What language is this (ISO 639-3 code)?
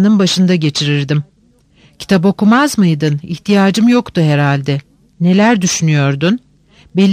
tur